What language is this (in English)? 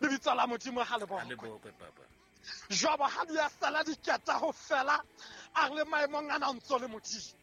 Southern Sotho